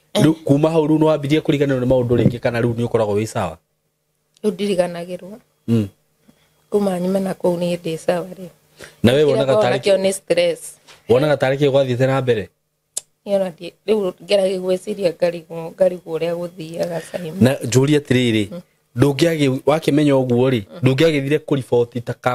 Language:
Kikuyu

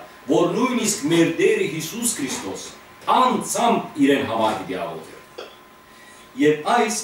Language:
Western Armenian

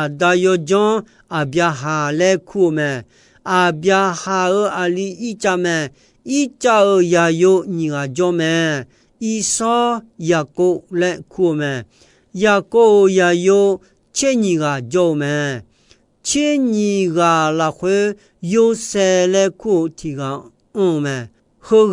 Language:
Akha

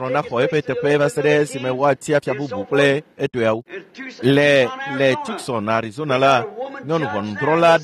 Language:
Ewe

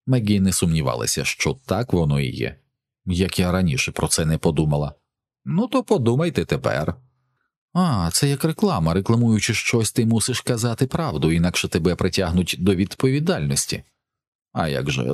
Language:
Ukrainian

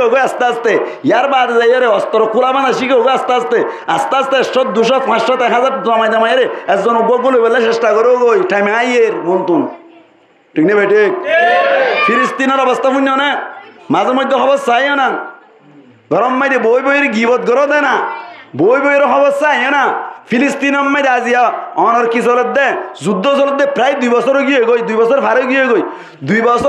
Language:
Rohingya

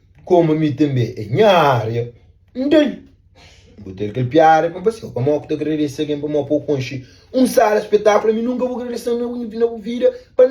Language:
Kabuverdianu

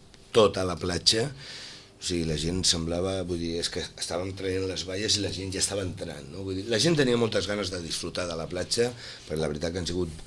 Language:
Catalan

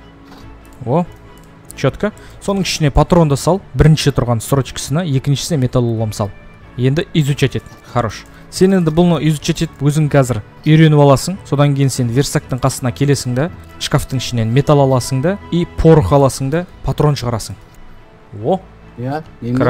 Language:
Kazakh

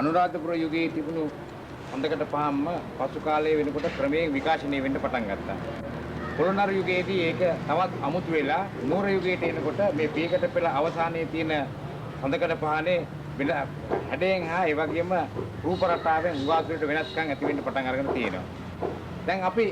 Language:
Sinhala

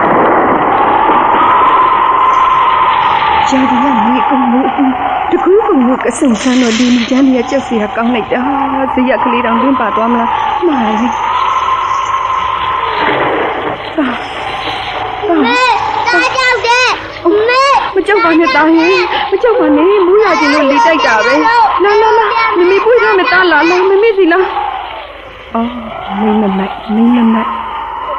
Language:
Burmese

